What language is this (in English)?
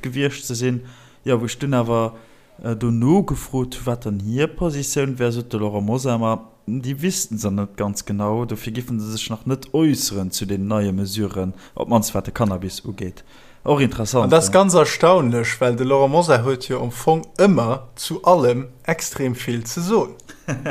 Luxembourgish